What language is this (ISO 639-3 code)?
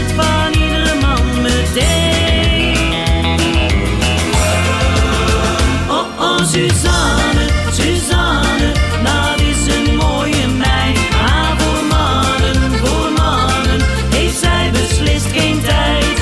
nld